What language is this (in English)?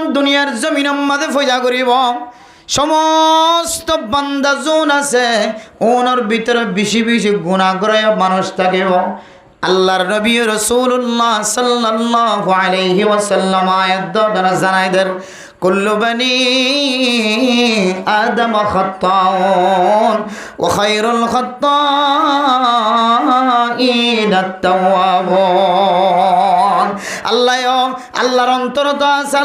Rohingya